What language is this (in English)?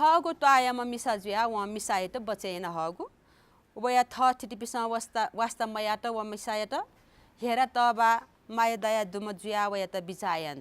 Newari